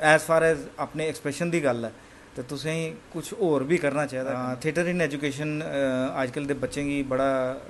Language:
Dogri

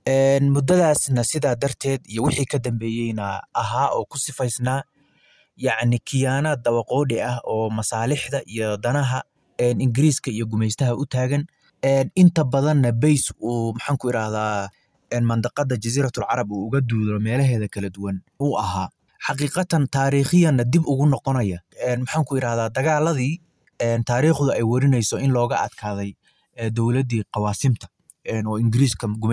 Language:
Somali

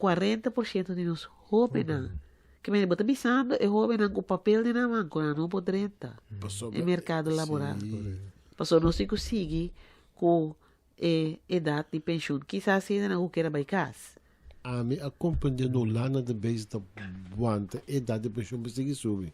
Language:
Papiamento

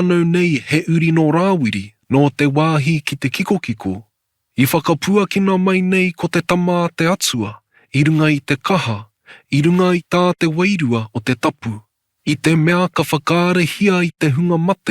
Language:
Māori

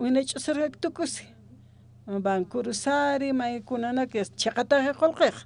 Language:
Aymara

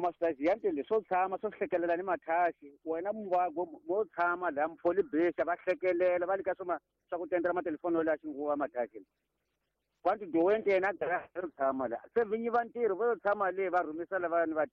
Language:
Tsonga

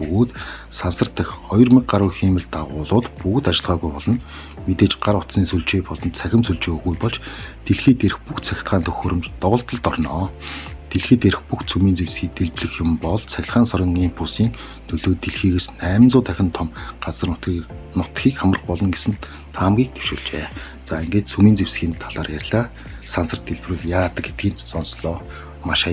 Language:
Mongolian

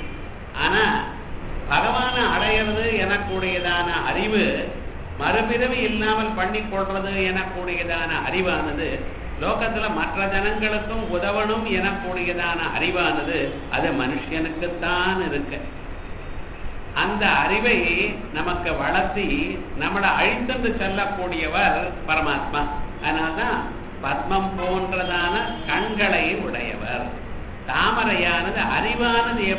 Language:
Tamil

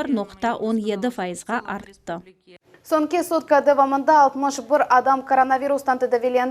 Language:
Crimean Tatar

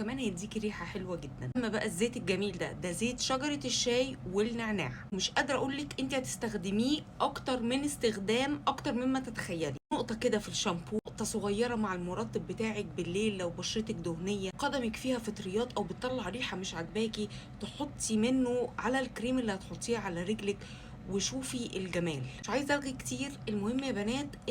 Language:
Egyptian Arabic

